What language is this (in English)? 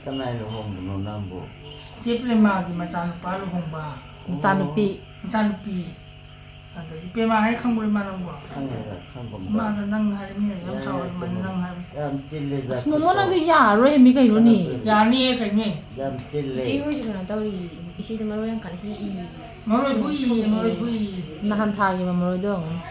Manipuri